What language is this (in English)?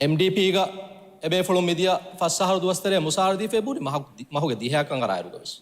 Divehi